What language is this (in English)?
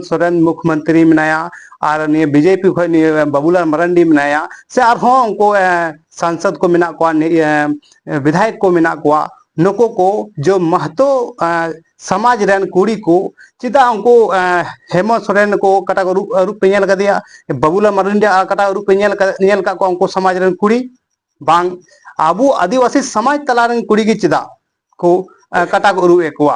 Santali